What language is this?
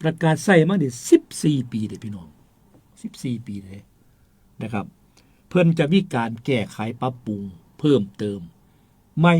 Northeastern Thai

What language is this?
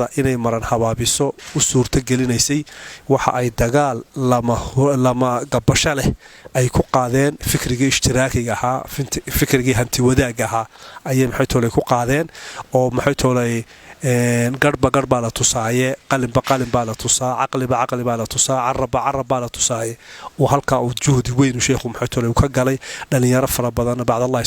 Somali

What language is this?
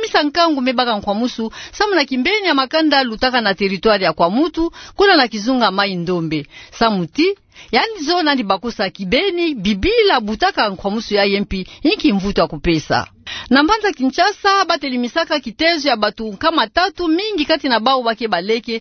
Kituba (Democratic Republic of Congo)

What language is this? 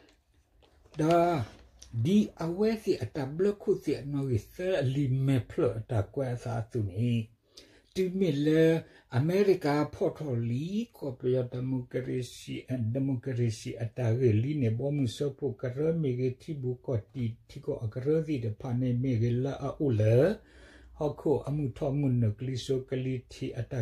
S'gaw Karen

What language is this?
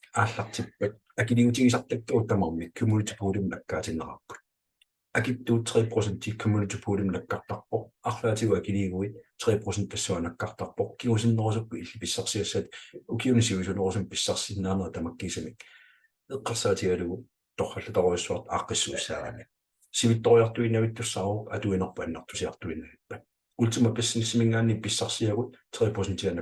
Kalaallisut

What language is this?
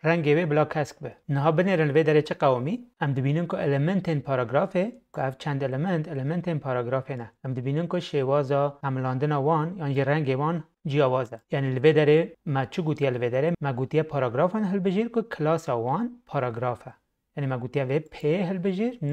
Kurdish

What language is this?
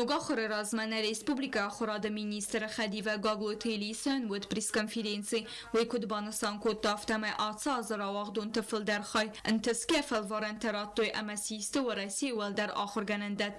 Ossetic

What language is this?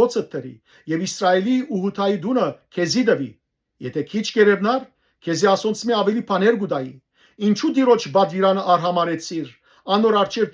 Western Armenian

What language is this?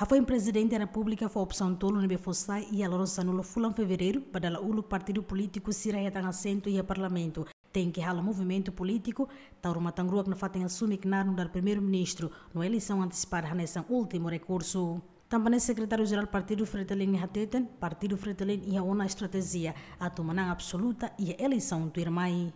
Tetum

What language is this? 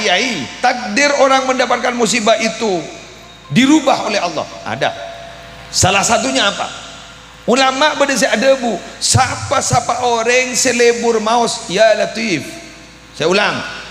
Madurese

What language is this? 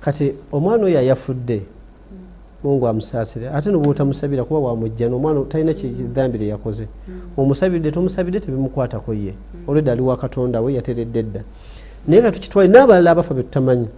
Ganda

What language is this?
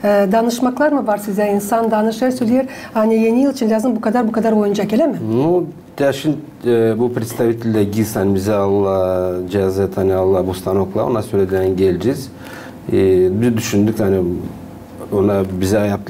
Gagauz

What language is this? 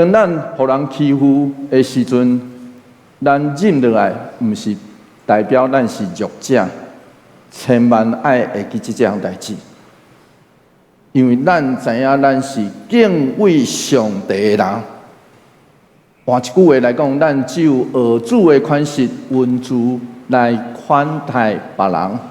Min Nan Chinese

